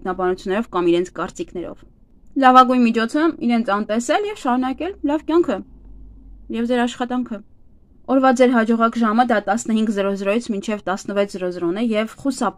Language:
Armenian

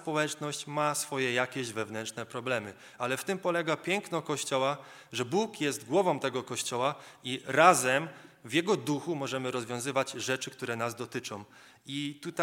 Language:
Polish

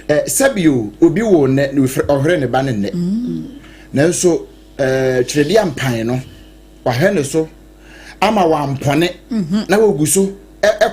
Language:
Akan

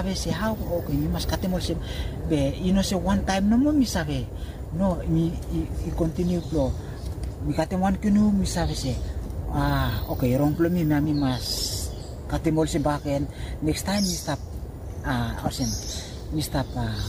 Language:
Bislama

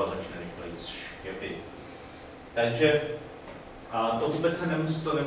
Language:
Czech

